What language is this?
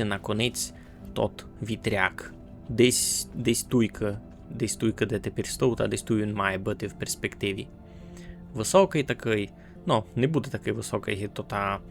Rusyn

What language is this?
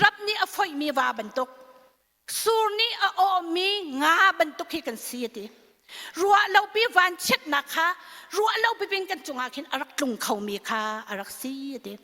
Hakha Chin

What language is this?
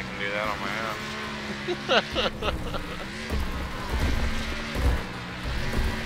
English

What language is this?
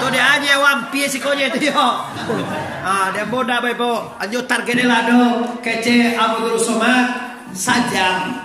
Minangkabau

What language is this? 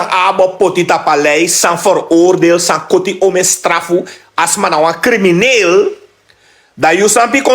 Sranan Tongo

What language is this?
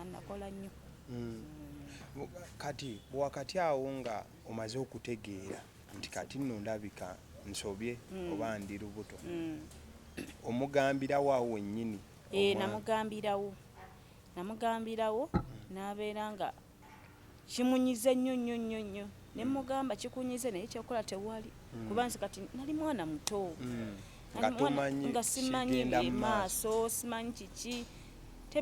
Ganda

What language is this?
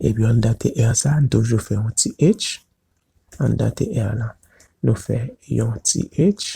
Haitian Creole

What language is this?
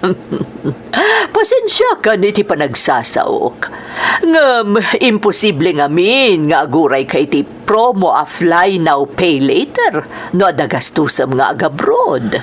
Iloko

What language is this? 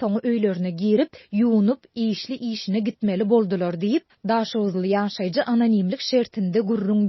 Turkmen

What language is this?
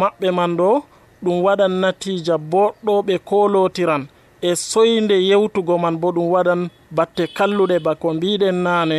Nigerian Fulfulde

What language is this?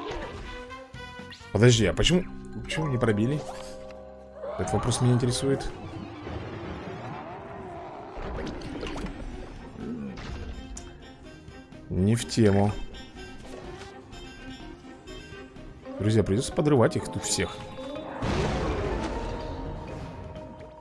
Russian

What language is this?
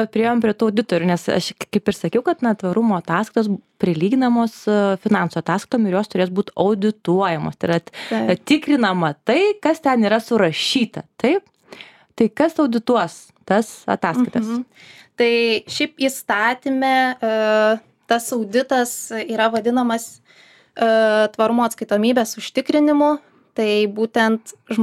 Lithuanian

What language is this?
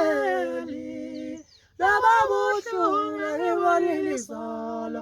Zulu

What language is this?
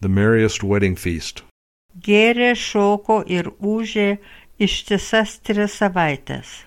Lithuanian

